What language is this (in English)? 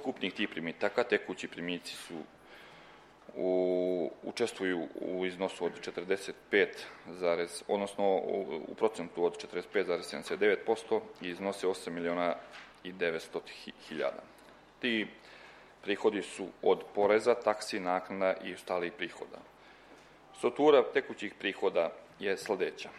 Serbian